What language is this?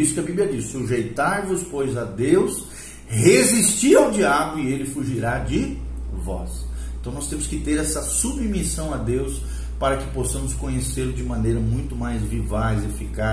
Portuguese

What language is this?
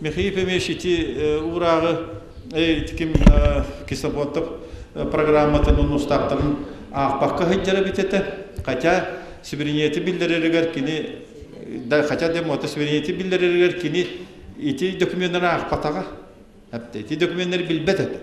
Yakut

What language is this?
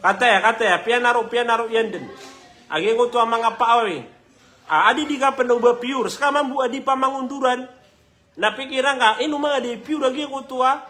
Maranao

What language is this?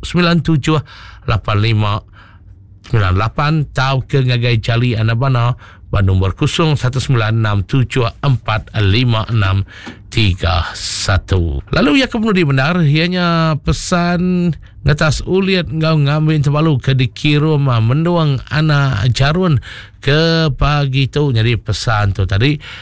Iban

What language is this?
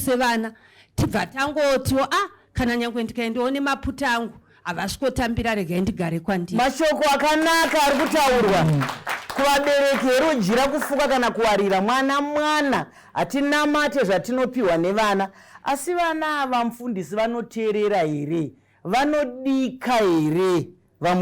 Shona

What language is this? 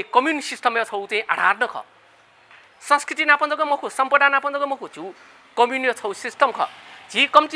Newari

